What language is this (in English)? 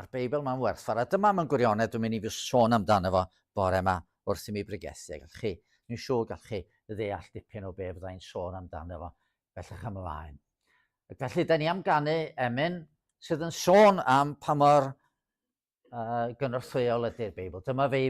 Welsh